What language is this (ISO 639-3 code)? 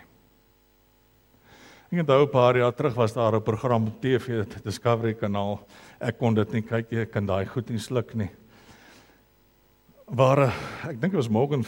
afr